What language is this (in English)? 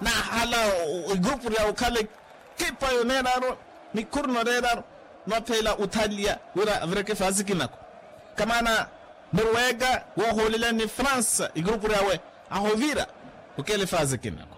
Makhuwa